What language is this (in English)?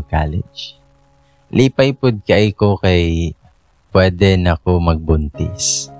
Cebuano